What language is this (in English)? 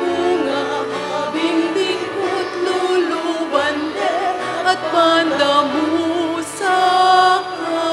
Pampanga